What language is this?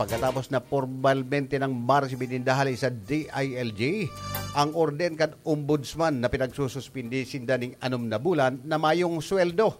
Bikol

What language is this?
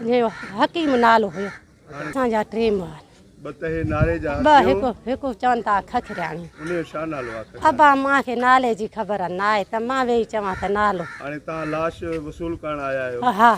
Sindhi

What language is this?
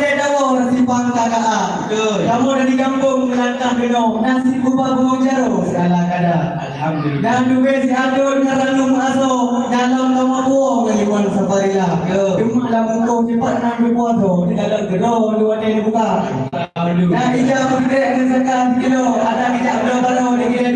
Achinese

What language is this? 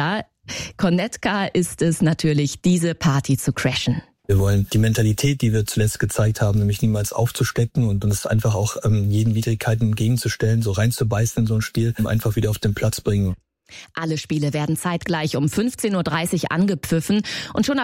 German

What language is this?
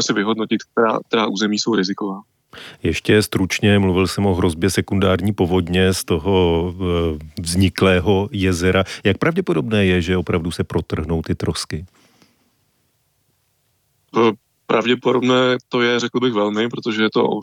Czech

